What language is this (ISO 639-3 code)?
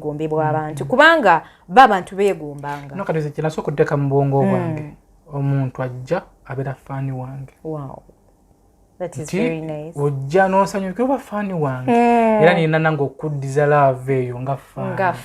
lug